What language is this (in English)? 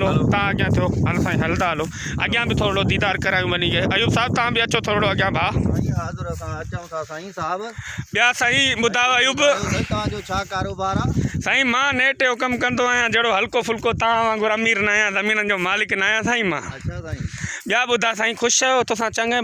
Sindhi